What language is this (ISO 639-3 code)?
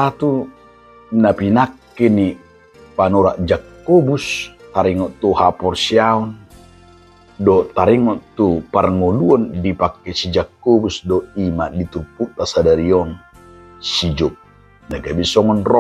bbc